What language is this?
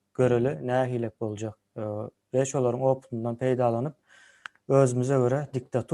Turkmen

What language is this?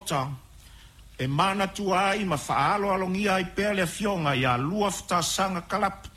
Samoan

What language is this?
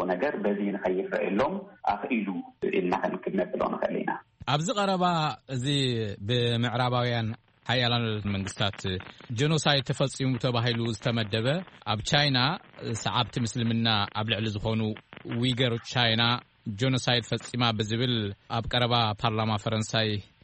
Tigrinya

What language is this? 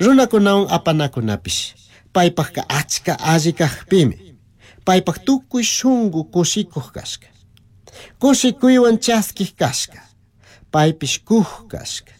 Chimborazo Highland Quichua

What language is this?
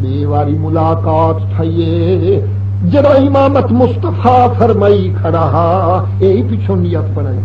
Saraiki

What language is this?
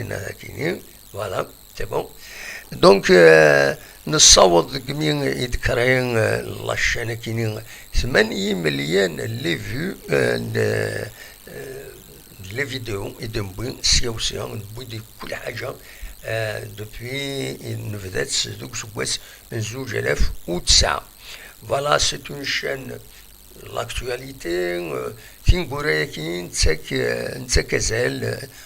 Kabyle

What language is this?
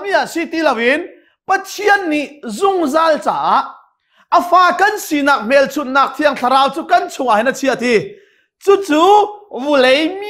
Hakha Chin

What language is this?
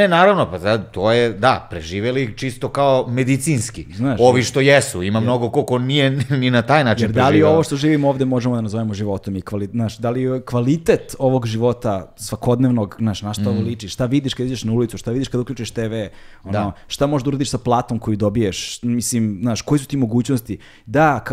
Serbian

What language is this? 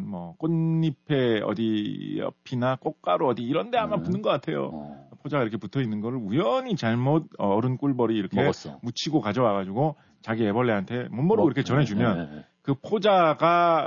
Korean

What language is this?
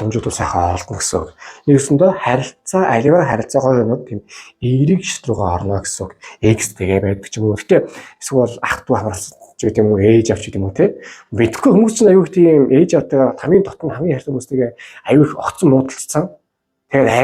Mongolian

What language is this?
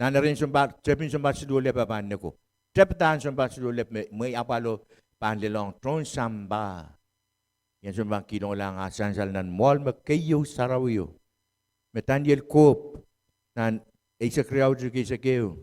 Pohnpeian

